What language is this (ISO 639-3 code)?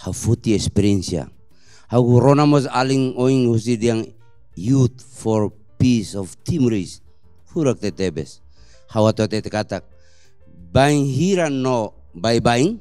tet